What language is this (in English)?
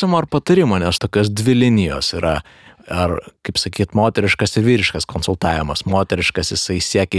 Lithuanian